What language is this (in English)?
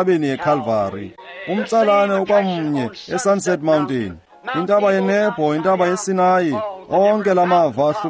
Xhosa